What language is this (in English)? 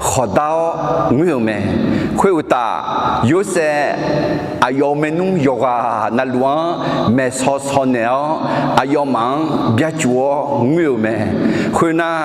Akha